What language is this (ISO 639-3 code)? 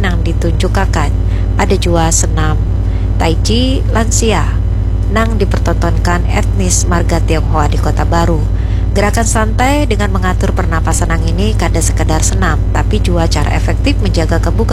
bjn